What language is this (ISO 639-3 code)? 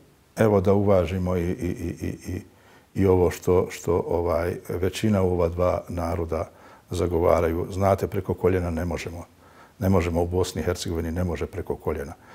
bos